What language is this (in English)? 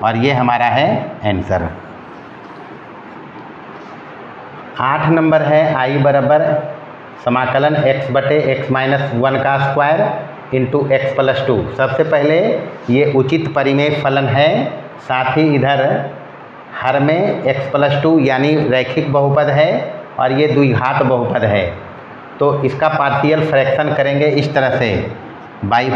Hindi